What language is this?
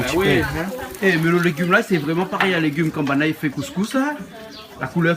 Réunion Creole French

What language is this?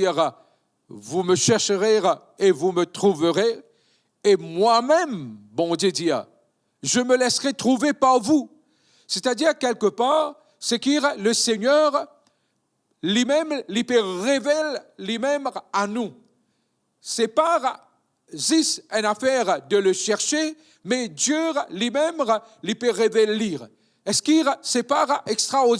Morisyen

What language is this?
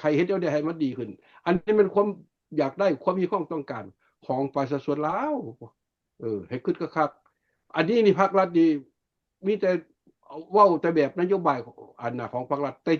Lao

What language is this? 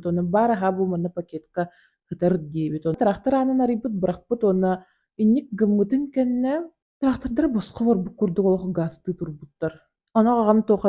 Yakut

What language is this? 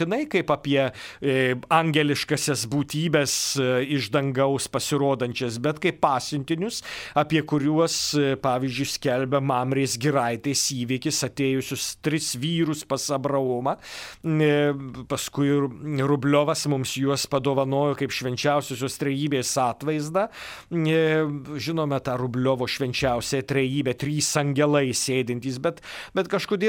Lithuanian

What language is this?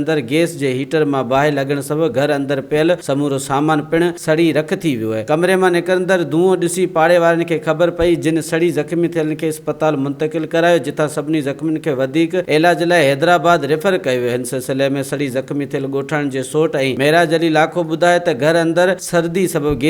Sindhi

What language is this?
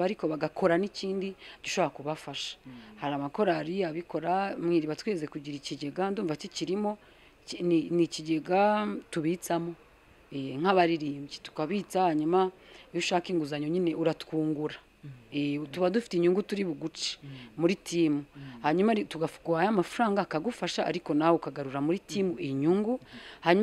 Kinyarwanda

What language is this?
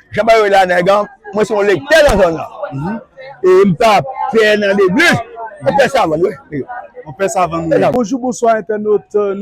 Haitian Creole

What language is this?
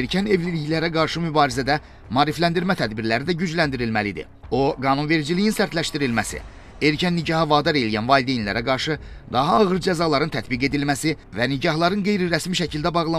Azerbaijani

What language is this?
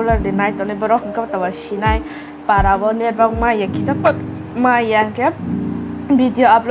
Kok Borok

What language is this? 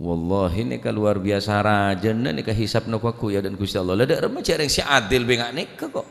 Madurese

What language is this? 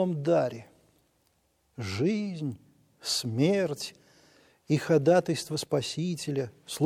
Russian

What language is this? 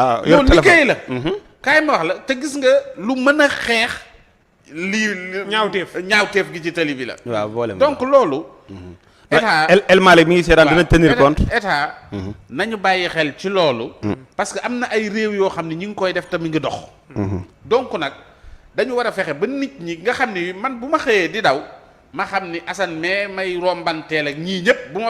Wolof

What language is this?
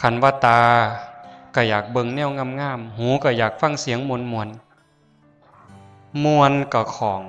Northeastern Thai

